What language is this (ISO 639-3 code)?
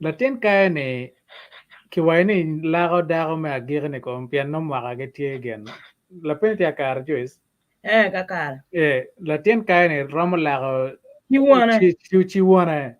ach